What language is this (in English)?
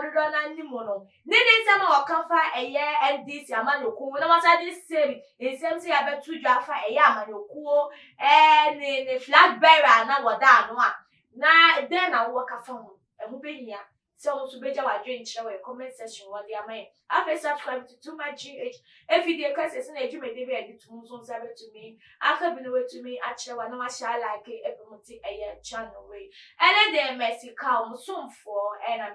Akan